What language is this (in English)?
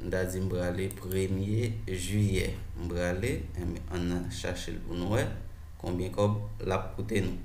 Haitian Creole